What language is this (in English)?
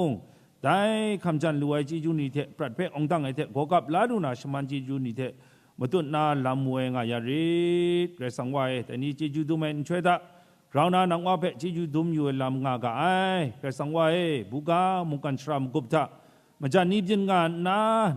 Kachin